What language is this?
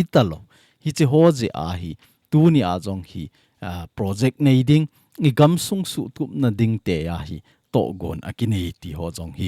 Thado Chin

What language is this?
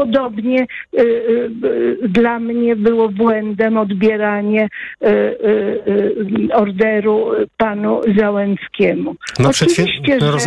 Polish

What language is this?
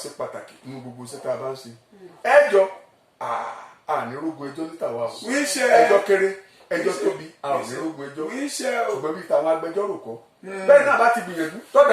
Yoruba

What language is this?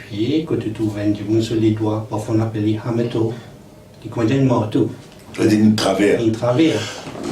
Morisyen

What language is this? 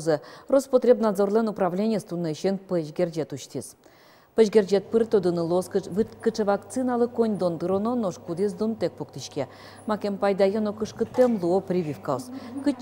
Udmurt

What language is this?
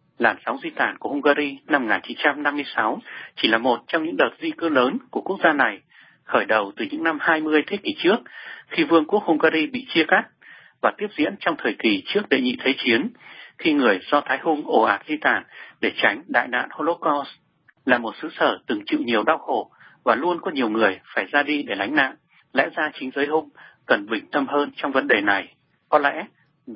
Vietnamese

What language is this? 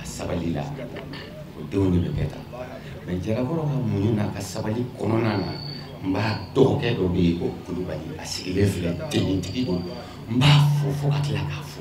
Bambara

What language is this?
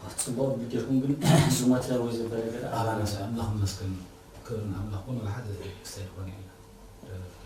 Tigrinya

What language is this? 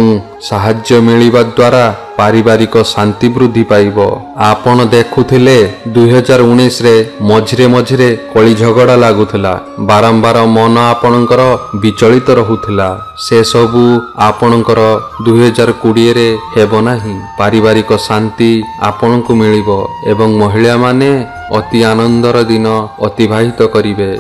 Odia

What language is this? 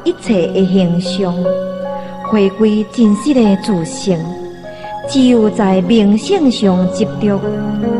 Min Nan Chinese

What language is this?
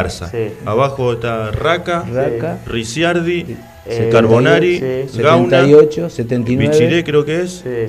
Spanish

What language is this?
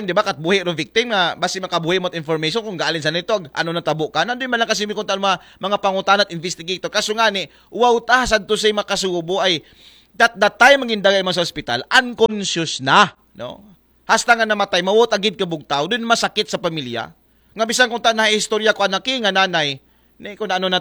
Aklanon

